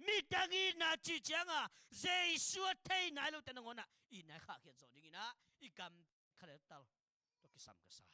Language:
Tedim Chin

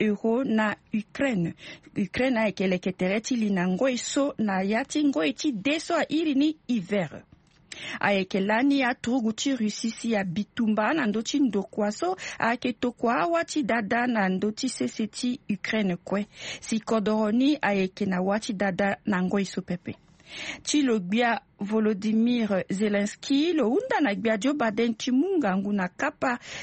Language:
Sango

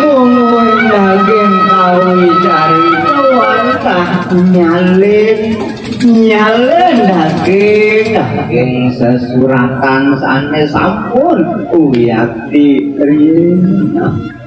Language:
Balinese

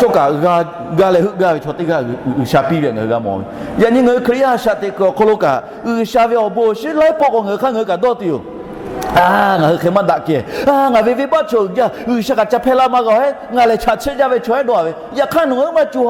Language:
Lahu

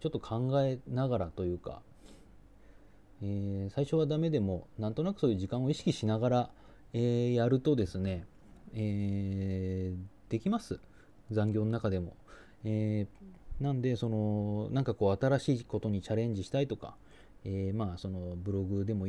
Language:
Japanese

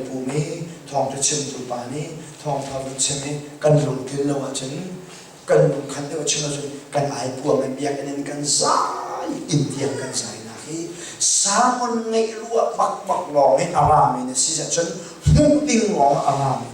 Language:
Hakha Chin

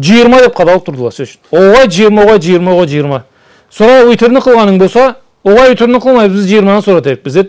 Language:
Karachay-Balkar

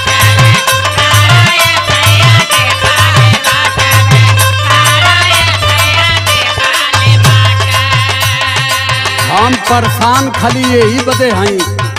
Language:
Bhojpuri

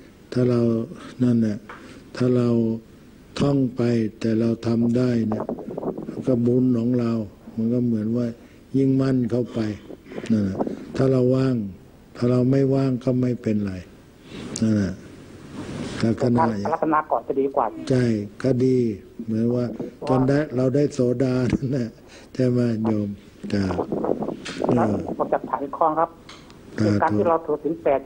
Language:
Thai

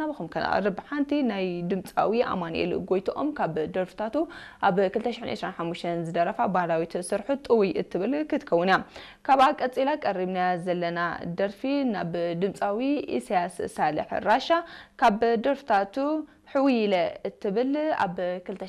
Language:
Tigrinya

